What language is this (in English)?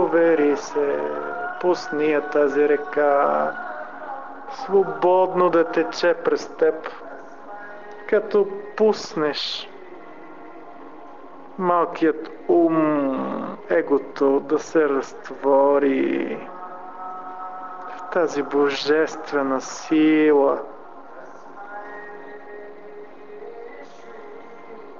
Bulgarian